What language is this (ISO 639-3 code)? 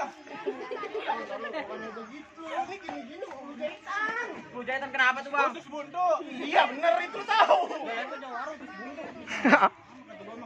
bew